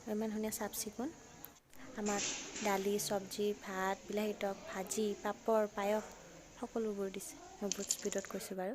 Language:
Assamese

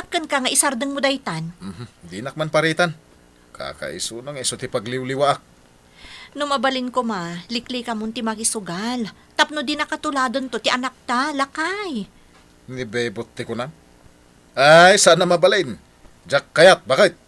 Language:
Iloko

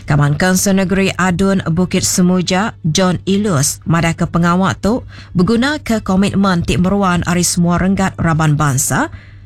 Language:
Iban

